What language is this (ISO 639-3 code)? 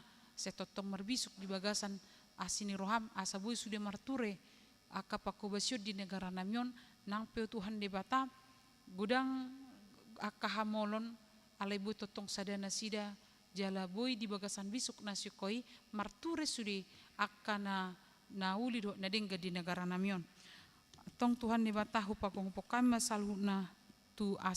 bbc